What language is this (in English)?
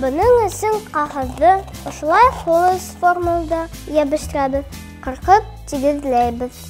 Bashkir